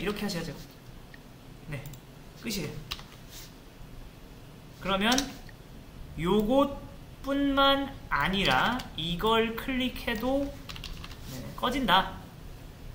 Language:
Korean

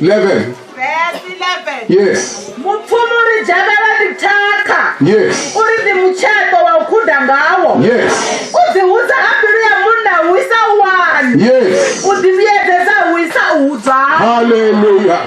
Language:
Venda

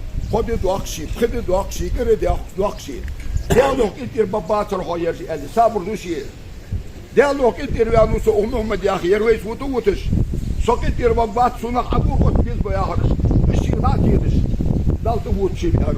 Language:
Ingush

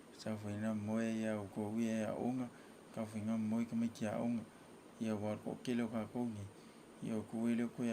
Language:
Samoan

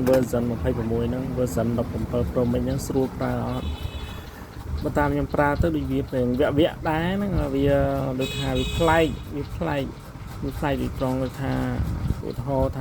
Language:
Khmer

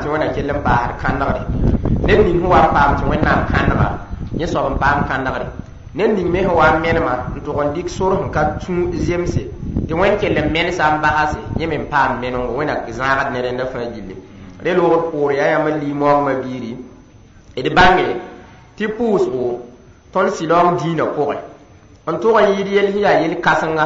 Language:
Mossi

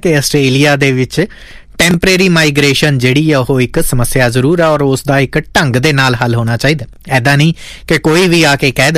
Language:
Punjabi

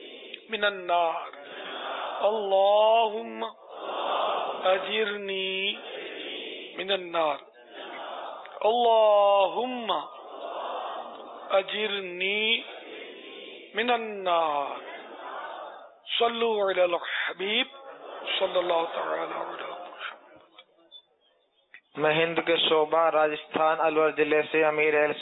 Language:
Urdu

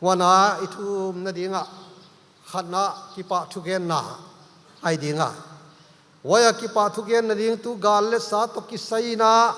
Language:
Paite Chin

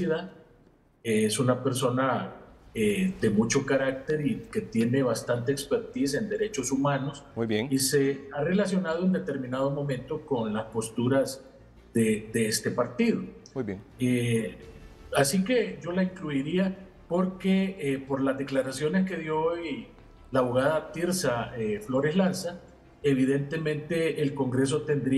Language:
Spanish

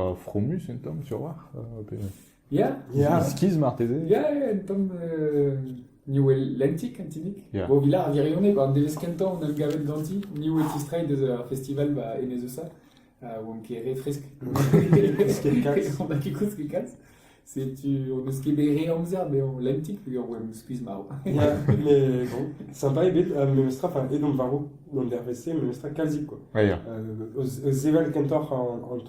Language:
Breton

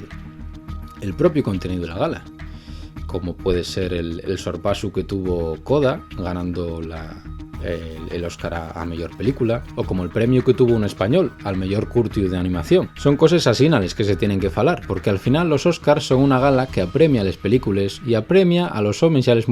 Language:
Asturian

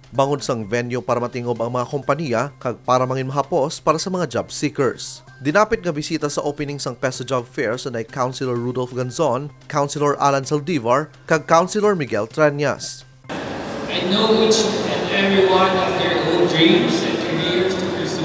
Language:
Hiligaynon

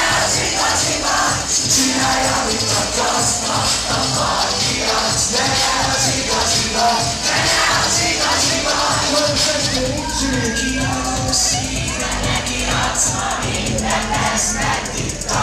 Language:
Hungarian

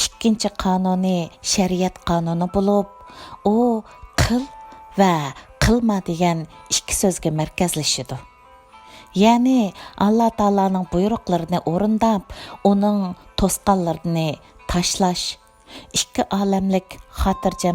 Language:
Uyghur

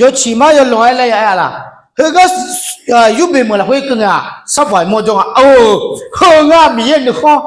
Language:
Akha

